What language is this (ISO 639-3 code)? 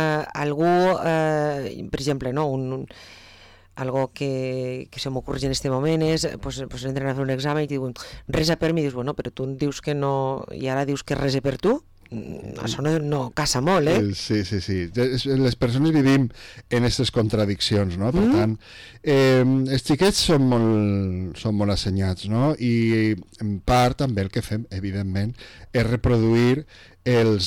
cat